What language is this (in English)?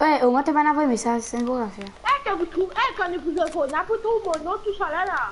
Morisyen